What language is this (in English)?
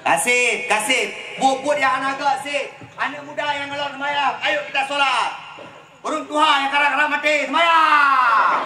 Achinese